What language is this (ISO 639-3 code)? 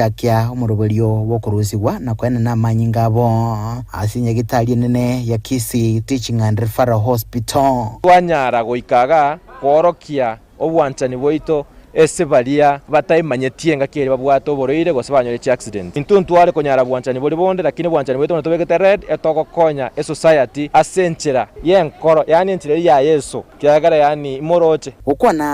guz